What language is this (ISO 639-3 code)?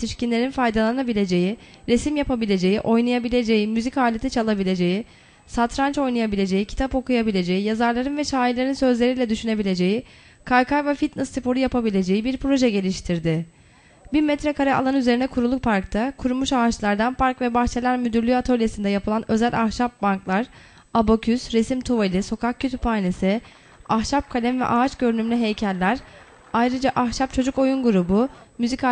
tur